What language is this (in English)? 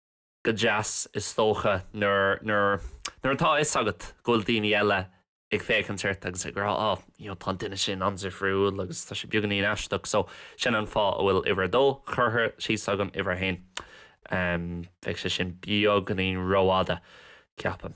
Irish